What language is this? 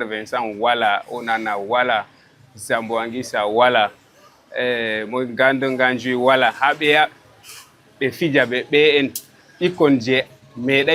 Fula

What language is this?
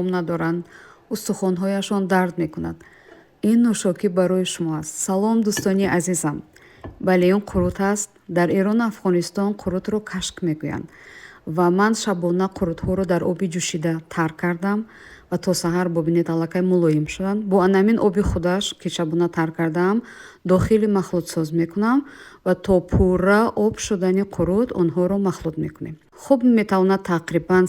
Tajik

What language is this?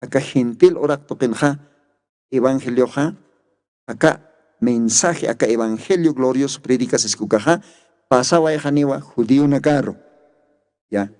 Aymara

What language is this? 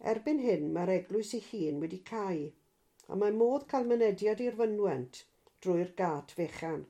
Welsh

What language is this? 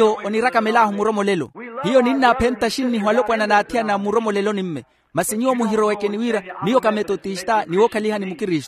Makhuwa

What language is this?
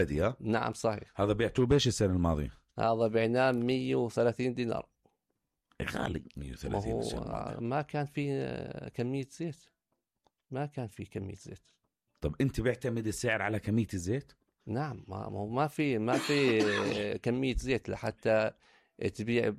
North Levantine Arabic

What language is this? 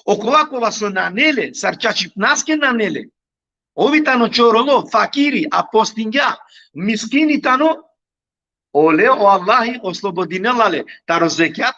Balkan Romani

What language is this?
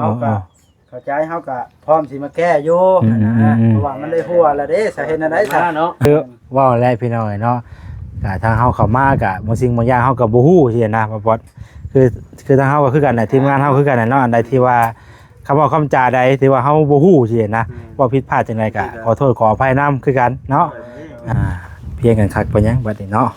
Lao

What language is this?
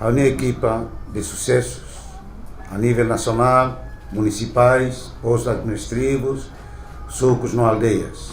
Tetum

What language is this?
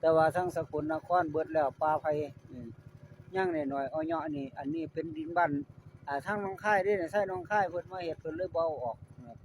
Northeastern Thai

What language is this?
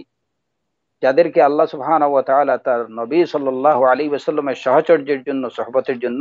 Bangla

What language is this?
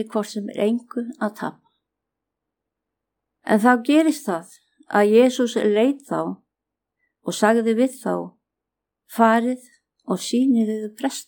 Icelandic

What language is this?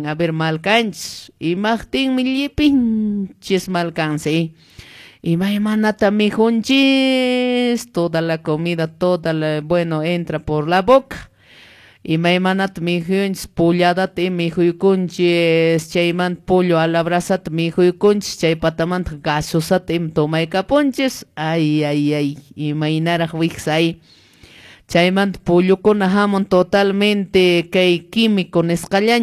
Quechua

